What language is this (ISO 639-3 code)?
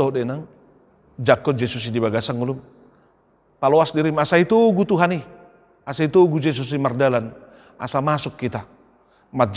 bbc